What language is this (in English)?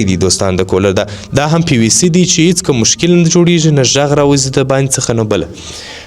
Pashto